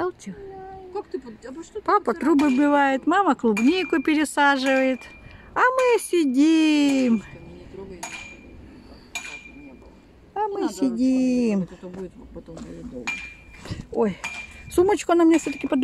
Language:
Russian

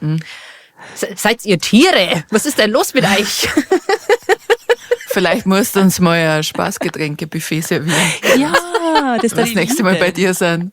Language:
Bavarian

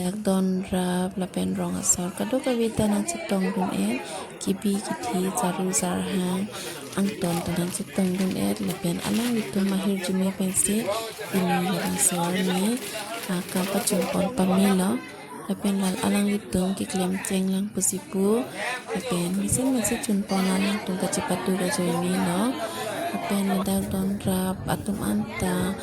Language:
Karbi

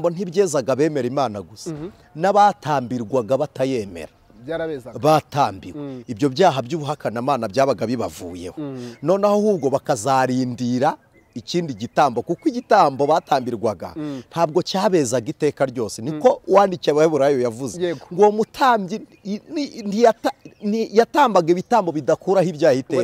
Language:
Kinyarwanda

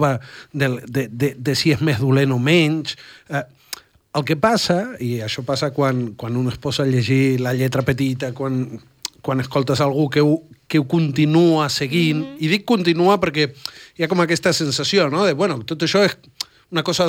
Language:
Catalan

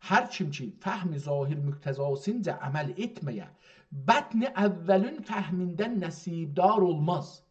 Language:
South Azerbaijani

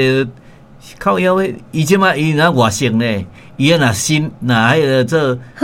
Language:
Min Nan Chinese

